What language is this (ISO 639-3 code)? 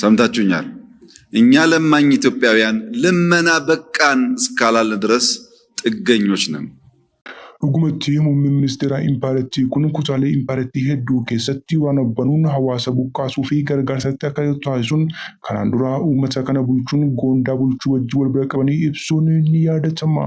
orm